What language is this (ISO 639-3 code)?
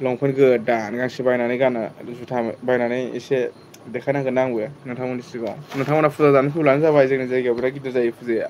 brx